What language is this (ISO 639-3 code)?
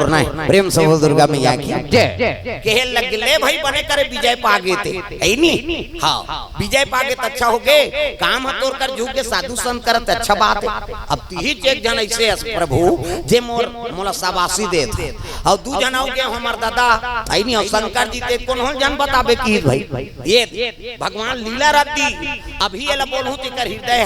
hne